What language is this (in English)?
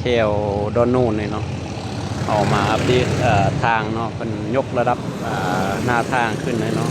Lao